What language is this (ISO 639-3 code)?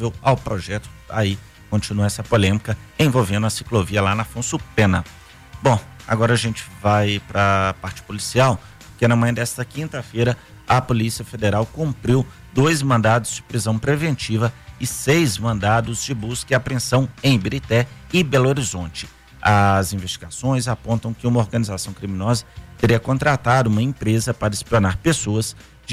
por